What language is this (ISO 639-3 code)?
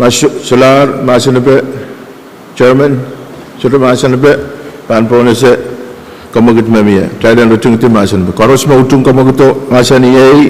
pon